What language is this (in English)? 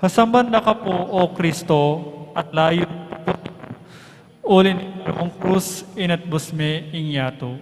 Pampanga